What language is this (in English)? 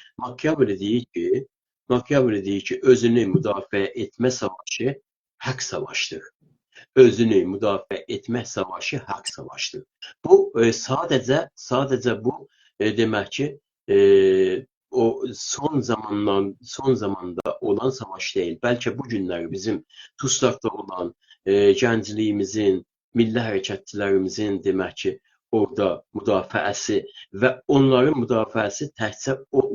South Azerbaijani